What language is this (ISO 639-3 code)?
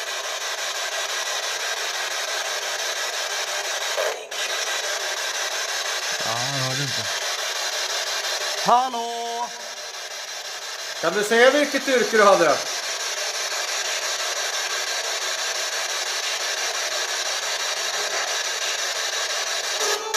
swe